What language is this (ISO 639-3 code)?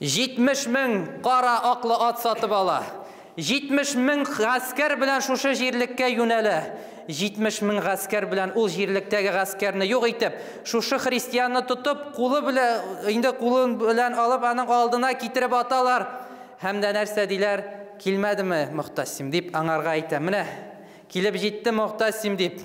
tat